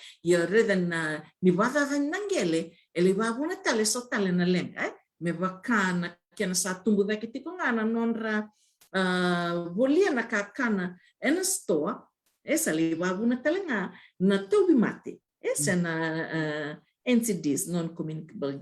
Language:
Fijian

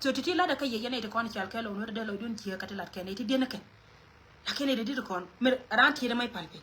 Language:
Nuer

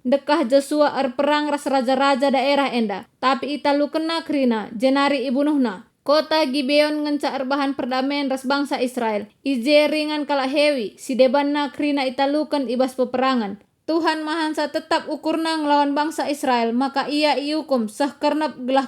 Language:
Batak Karo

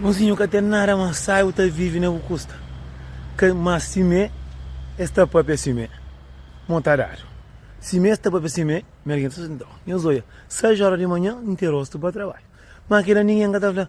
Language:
Kabuverdianu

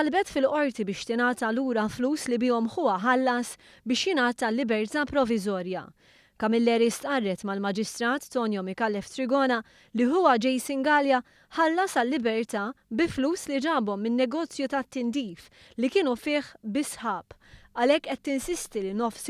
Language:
Maltese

